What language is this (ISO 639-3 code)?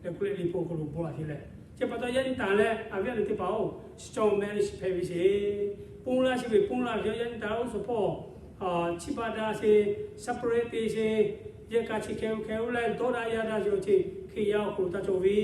lhu